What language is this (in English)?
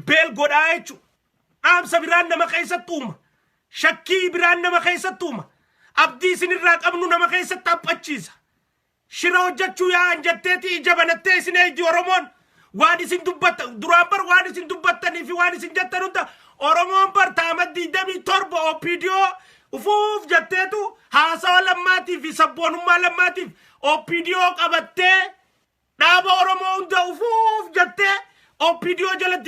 Oromo